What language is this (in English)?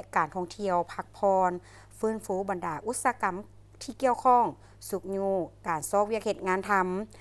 Lao